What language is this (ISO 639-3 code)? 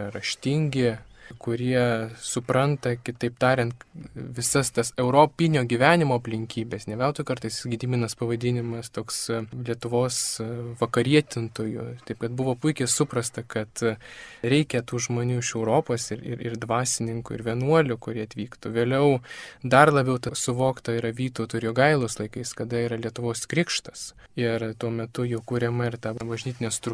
lit